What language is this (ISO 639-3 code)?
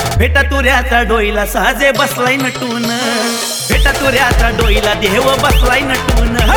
mar